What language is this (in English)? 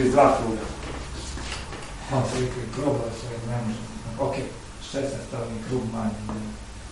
Croatian